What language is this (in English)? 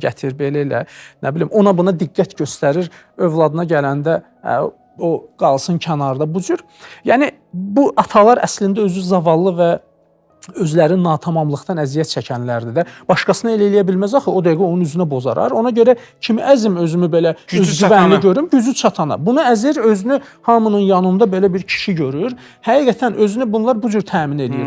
Azerbaijani